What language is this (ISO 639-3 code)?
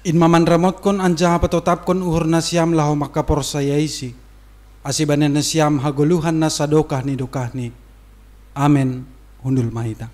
bts